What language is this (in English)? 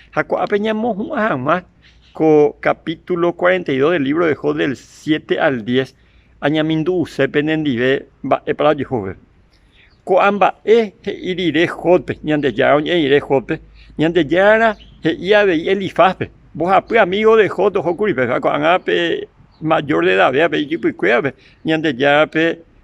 Guarani